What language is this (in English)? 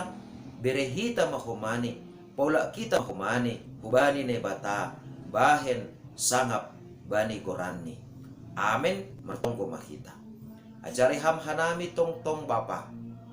Batak Simalungun